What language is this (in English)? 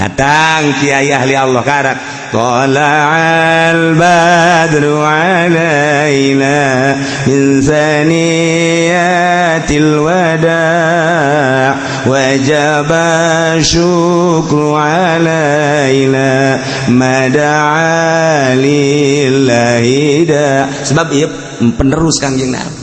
Sundanese